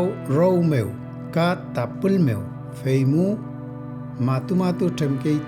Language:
Mapuche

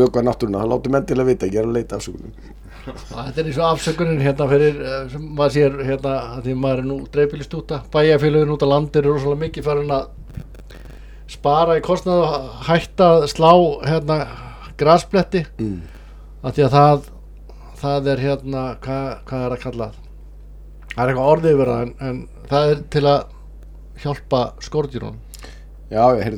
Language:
Icelandic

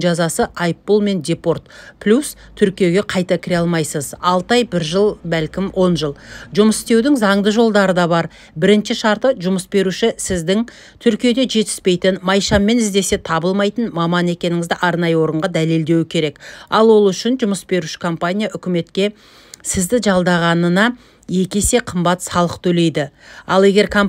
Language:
Kazakh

